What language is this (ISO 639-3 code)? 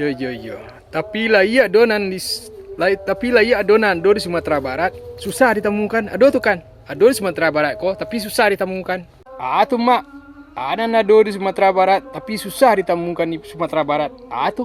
min